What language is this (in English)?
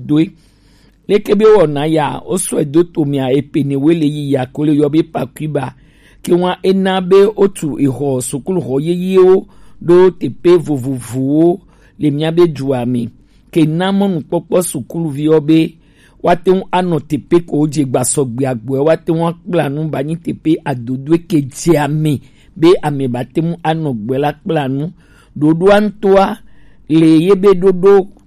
Gen